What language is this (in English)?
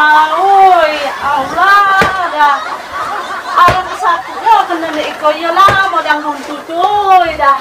Musi